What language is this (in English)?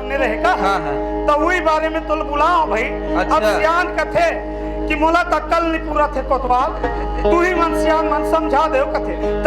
Chhattisgarhi